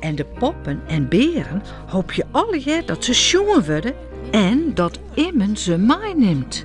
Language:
Western Frisian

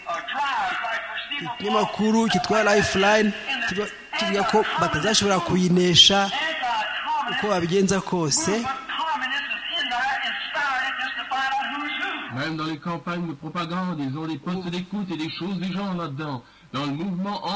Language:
Kinyarwanda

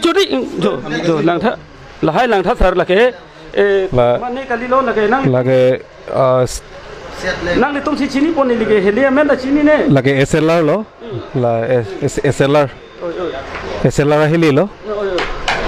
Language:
Karbi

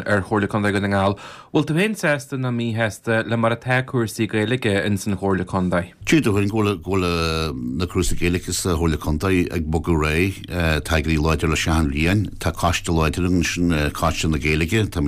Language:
Irish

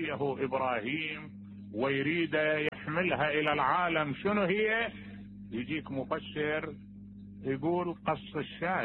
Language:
Mesopotamian Arabic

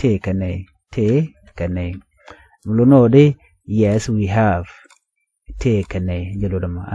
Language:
Nuer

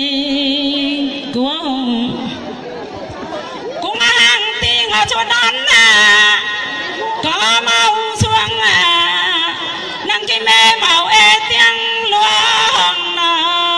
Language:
Vietnamese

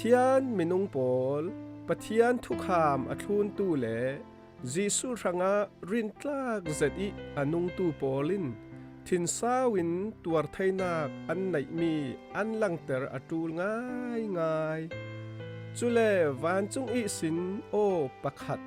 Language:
Falam Chin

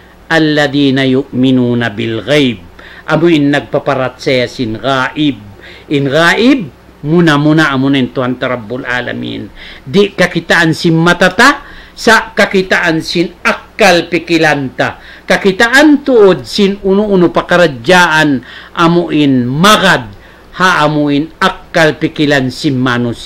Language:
Tausug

